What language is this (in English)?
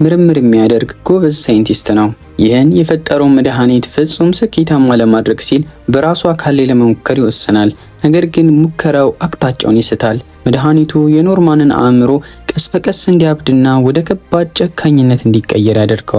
Amharic